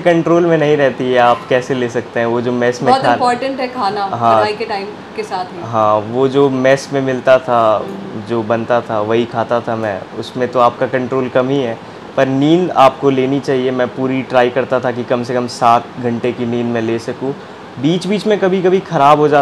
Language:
Hindi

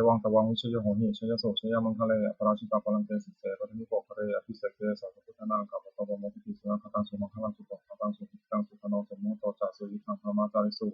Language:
Pali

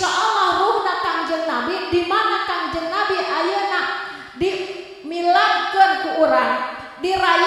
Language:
Sundanese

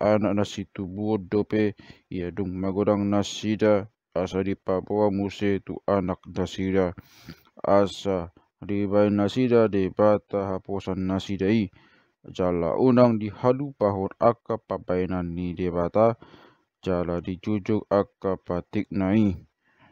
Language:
Batak Toba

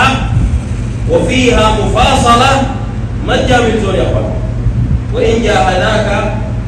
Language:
Sudanese Arabic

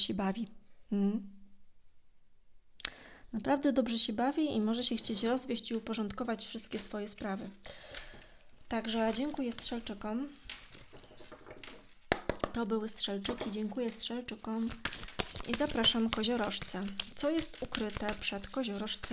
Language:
Polish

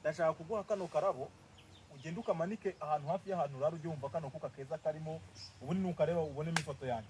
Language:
Kinyarwanda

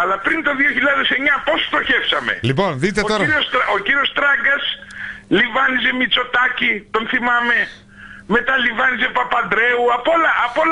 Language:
Greek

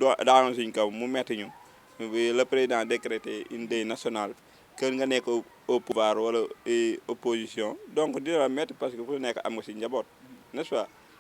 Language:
Wolof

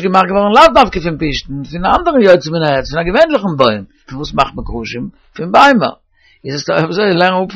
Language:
Yiddish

